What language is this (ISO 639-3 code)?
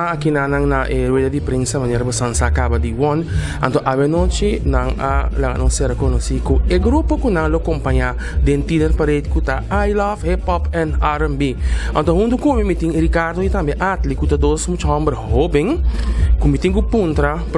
pap